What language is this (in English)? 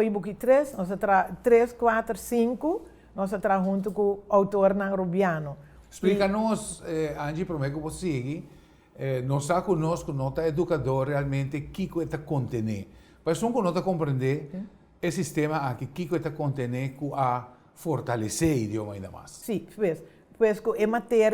Papiamento